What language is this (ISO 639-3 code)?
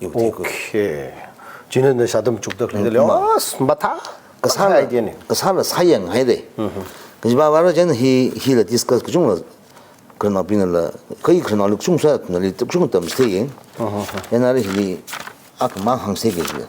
nmf